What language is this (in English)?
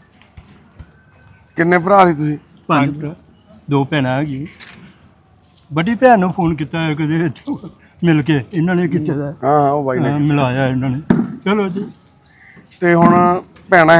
Punjabi